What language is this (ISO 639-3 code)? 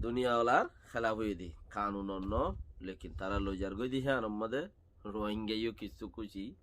rhg